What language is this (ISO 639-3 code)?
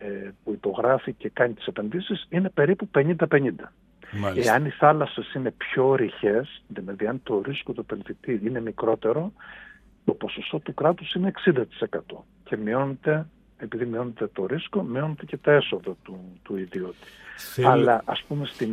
ell